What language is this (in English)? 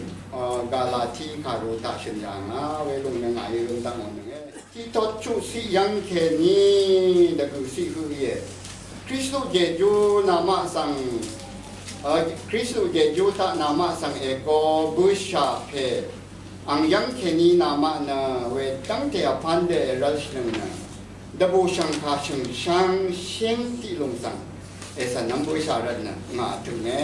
Rawang